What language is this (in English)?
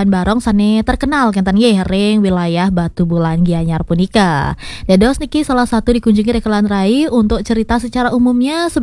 Balinese